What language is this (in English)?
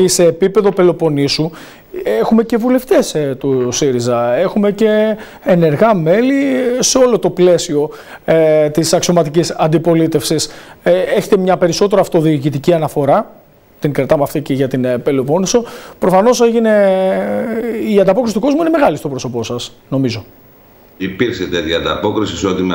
Greek